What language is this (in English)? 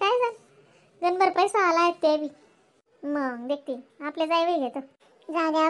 Khandesi